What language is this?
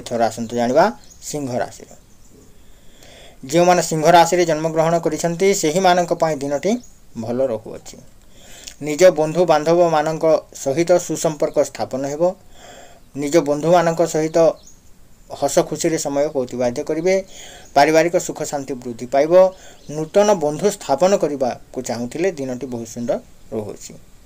Odia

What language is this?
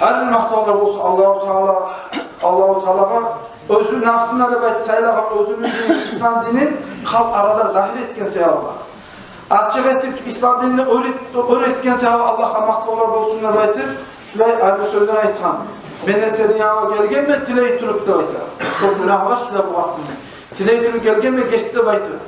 Kumyk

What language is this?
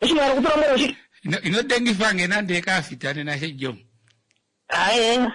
Kuanyama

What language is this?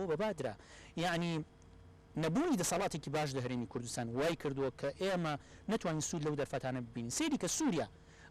Central Kurdish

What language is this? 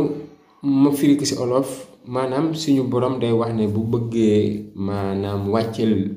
Wolof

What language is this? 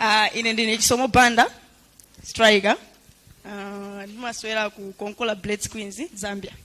Nyanja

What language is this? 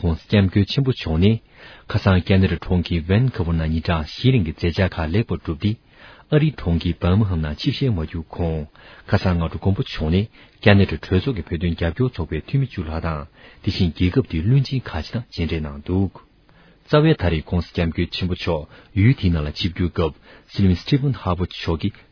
Tibetan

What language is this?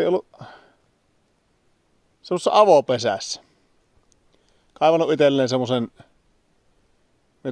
Finnish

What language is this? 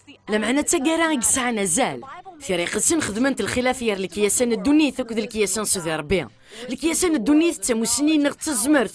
Kabyle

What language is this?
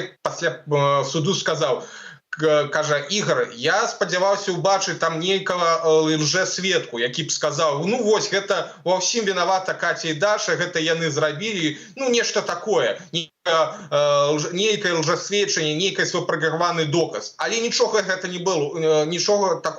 Belarusian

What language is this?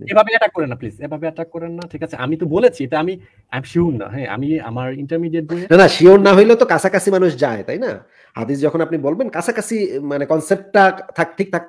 Bangla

